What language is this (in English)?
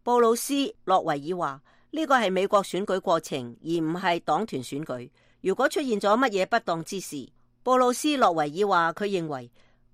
Cantonese